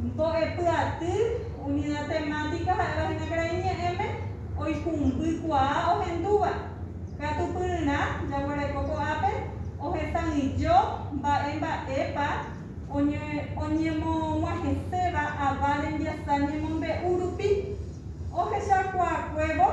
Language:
Guarani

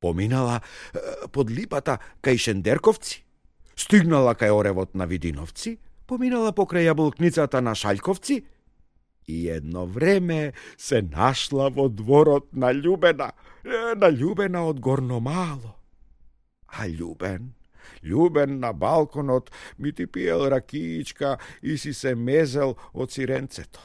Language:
Macedonian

